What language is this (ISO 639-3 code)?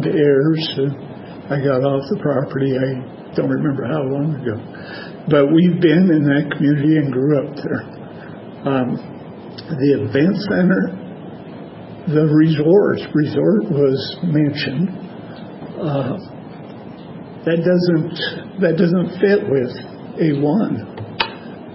eng